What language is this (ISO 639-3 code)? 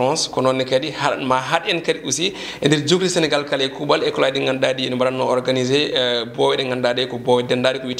ful